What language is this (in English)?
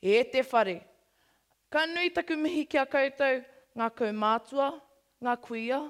Māori